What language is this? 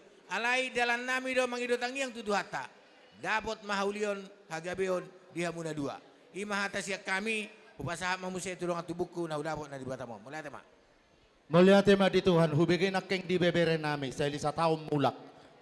Batak Toba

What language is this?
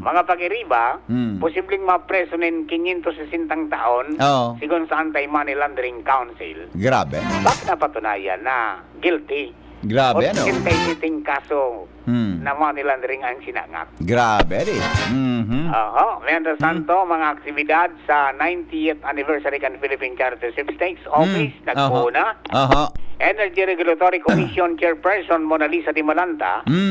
Bikol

